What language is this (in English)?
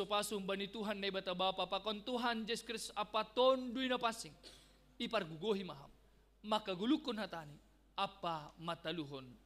Batak Simalungun